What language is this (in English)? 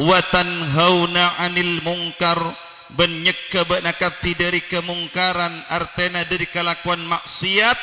Madurese